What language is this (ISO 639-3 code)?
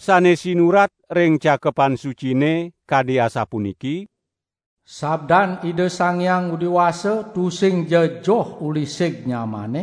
ban